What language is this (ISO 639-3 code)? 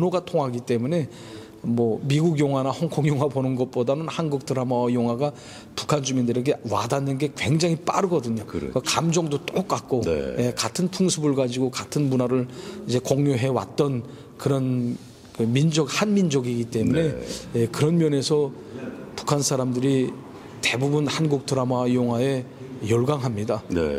kor